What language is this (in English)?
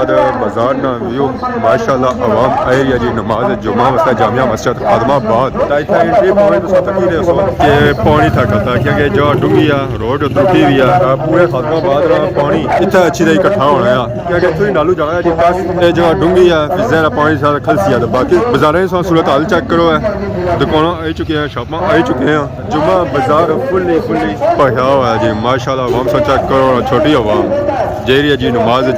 Pahari-Potwari